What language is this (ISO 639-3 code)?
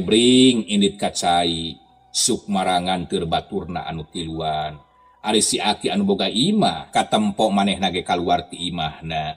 sun